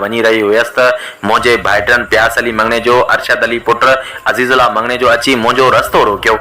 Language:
Sindhi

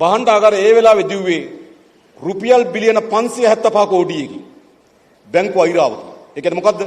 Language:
Sinhala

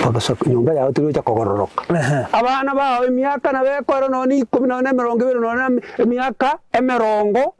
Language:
Gusii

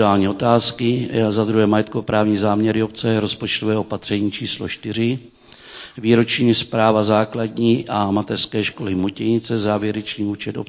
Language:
Czech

